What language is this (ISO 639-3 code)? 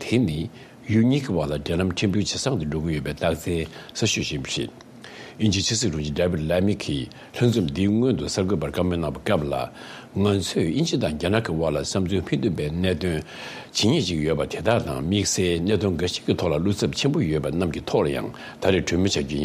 bod